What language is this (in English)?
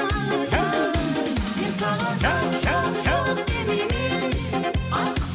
Kara-Kalpak